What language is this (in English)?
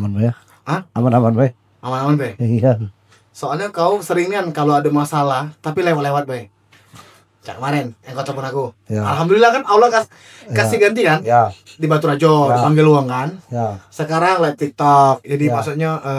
Musi